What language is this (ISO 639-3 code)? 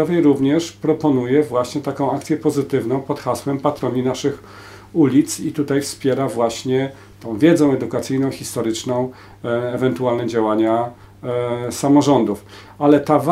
pol